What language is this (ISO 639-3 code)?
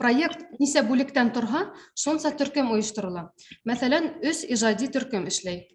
bak